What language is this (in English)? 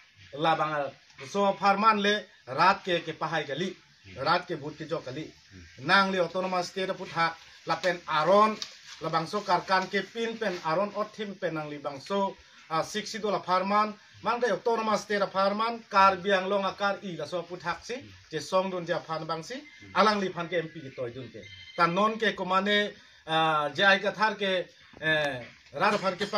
Karbi